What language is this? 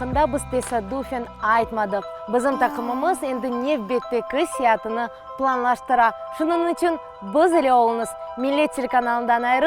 Crimean Tatar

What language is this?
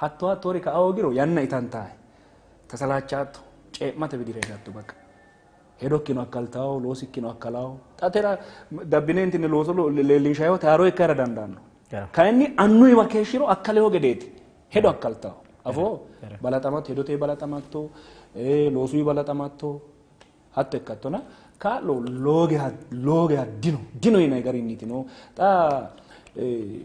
Sidamo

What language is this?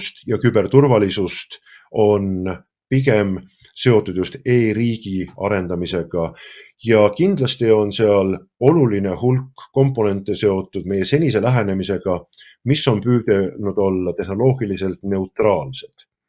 Estonian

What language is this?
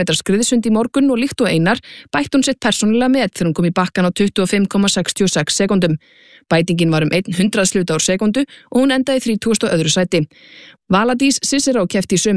Icelandic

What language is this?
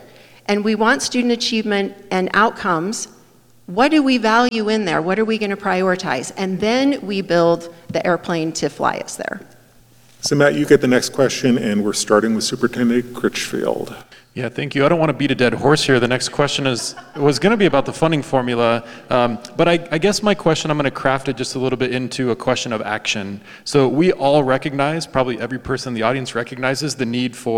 English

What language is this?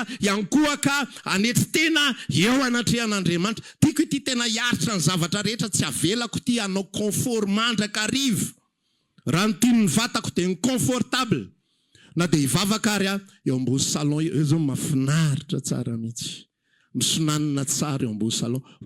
Malagasy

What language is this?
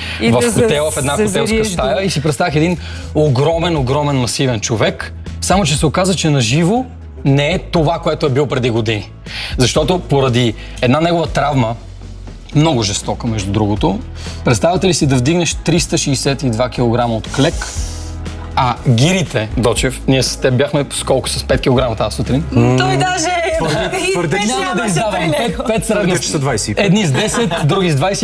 Bulgarian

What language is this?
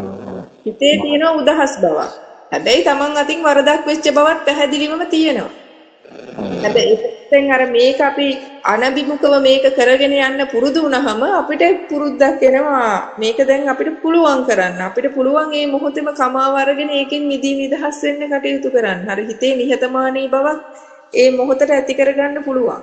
Sinhala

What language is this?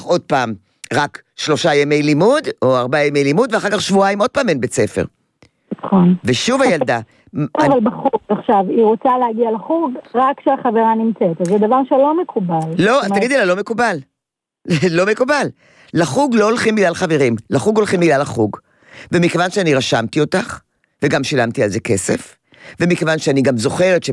Hebrew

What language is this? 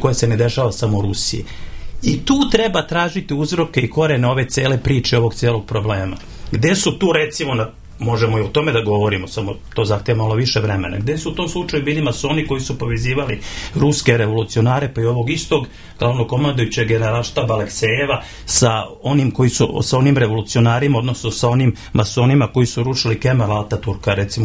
Serbian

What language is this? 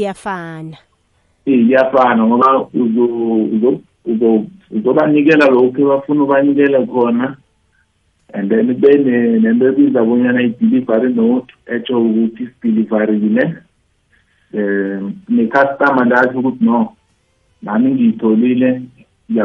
South Ndebele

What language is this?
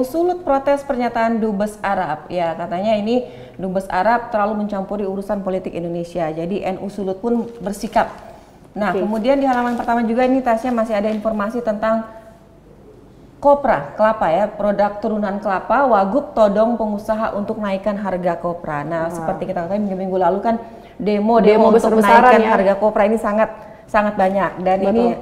Indonesian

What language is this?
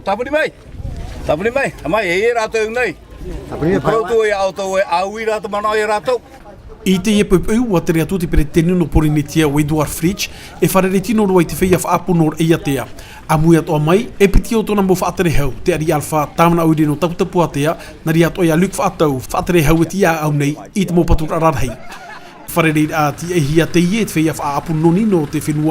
Tahitian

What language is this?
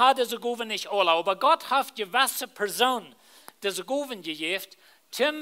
Plautdietsch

